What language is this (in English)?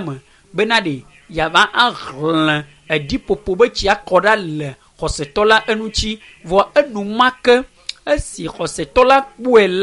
Ewe